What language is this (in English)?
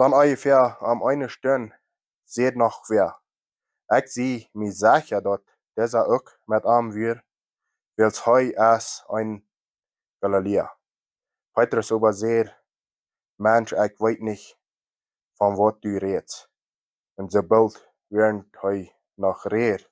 Plautdietsch